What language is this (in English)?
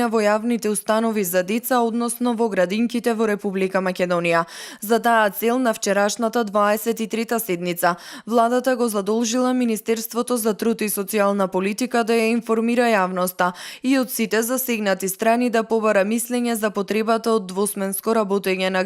Macedonian